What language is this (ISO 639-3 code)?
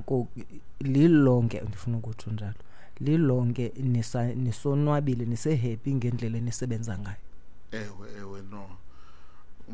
xho